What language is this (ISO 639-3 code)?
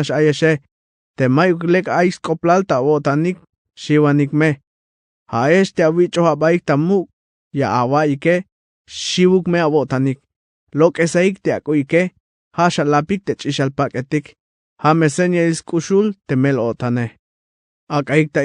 tzh